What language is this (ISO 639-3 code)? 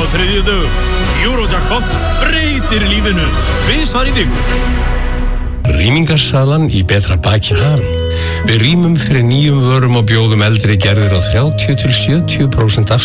isl